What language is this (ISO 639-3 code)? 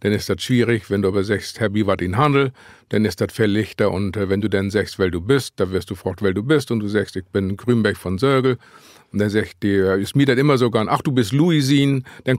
nds